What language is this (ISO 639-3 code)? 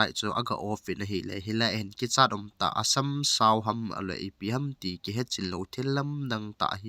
tcz